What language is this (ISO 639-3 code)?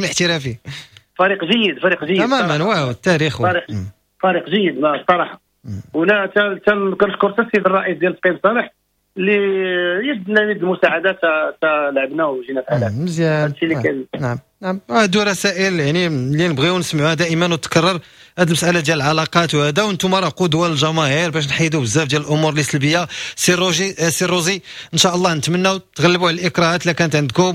ary